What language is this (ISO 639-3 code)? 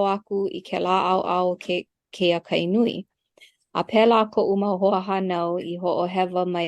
haw